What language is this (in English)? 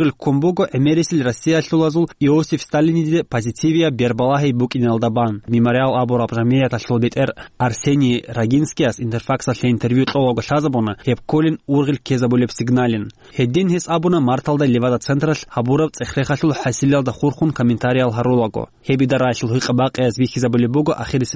Avaric